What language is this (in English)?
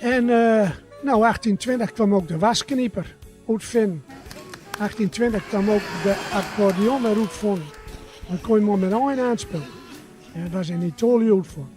Gronings